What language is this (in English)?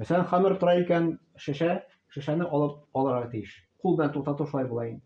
Tatar